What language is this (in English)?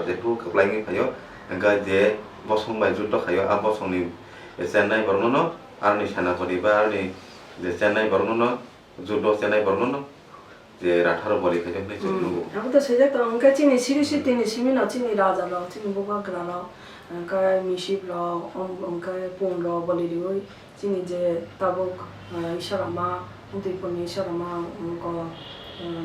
Kok Borok